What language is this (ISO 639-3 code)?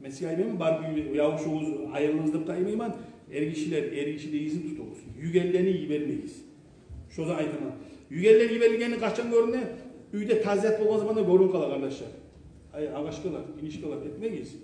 kum